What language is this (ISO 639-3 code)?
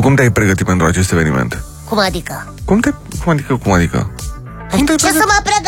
ron